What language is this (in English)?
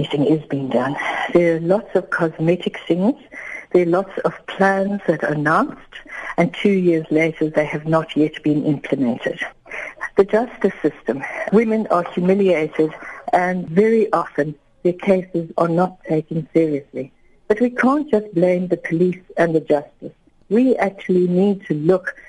English